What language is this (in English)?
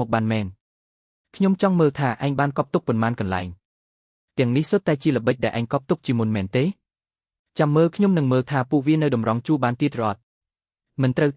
Khmer